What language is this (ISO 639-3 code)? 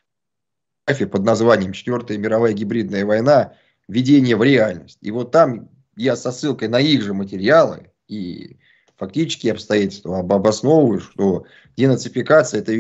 rus